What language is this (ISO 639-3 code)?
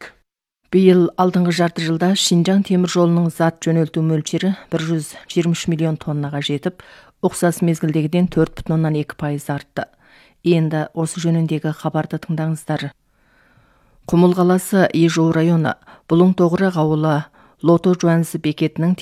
kaz